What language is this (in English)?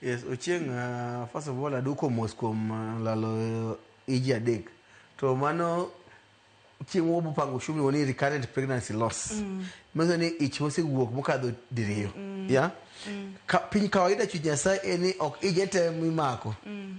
Luo (Kenya and Tanzania)